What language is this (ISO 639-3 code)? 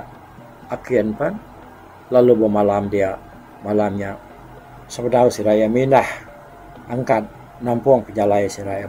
iba